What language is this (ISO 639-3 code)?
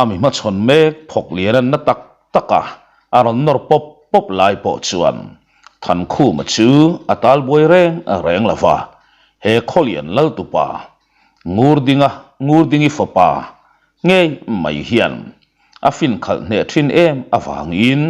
lus